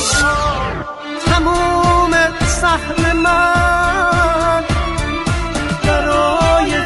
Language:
Persian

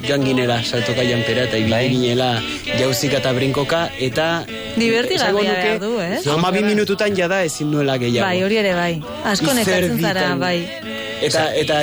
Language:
Basque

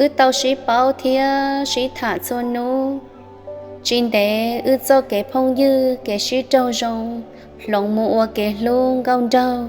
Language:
Hmong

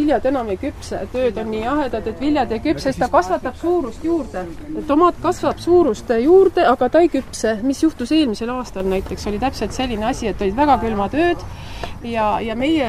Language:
Estonian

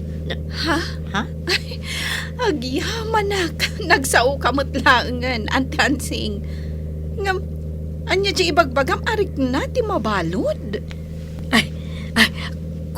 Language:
Iloko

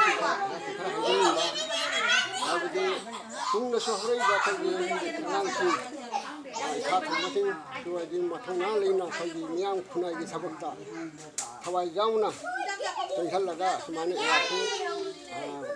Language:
Manipuri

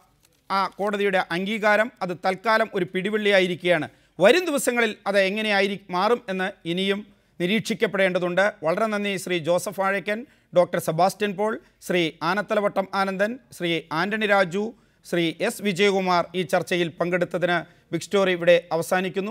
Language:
Malayalam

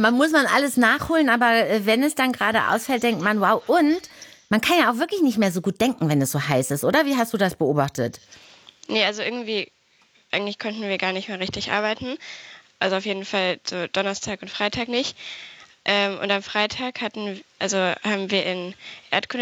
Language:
German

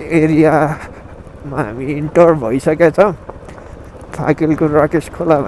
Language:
Nepali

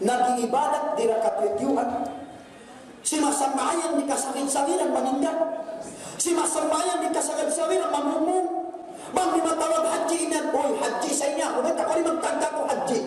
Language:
Tausug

